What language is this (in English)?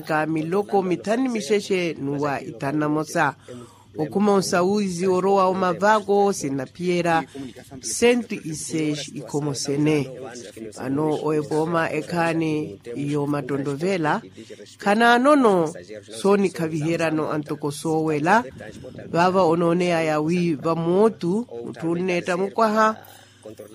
Makhuwa